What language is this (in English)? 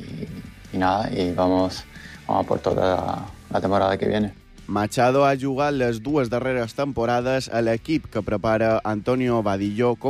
Catalan